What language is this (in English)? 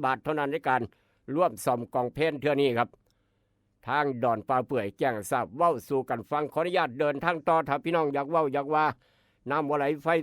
Northeastern Thai